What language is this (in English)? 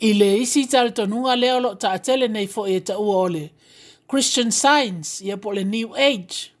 Samoan